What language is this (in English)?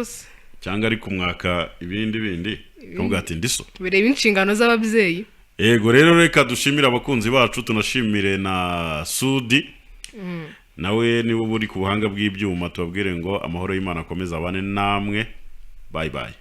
Kinyarwanda